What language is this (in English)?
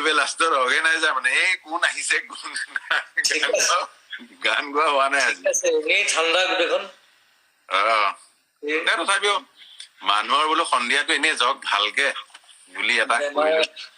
Assamese